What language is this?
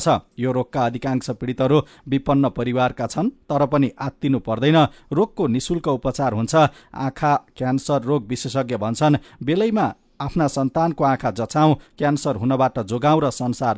Nepali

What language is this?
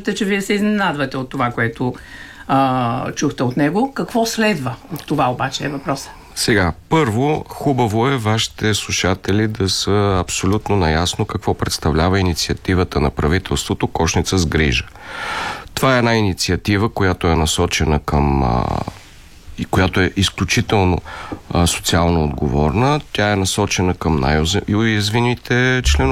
Bulgarian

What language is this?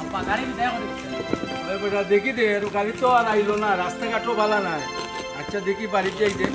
Sylheti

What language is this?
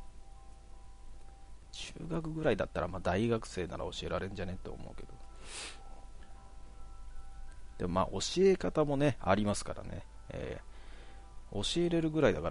Japanese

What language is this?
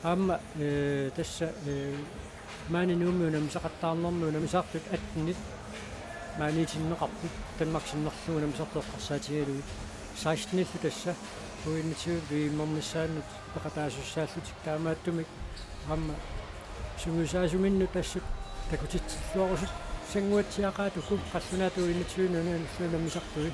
Kalaallisut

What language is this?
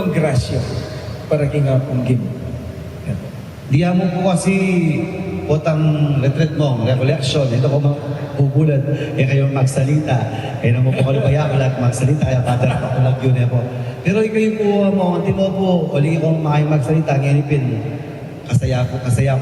Pampanga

